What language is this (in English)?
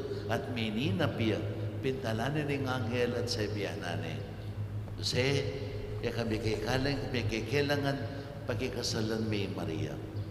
Pampanga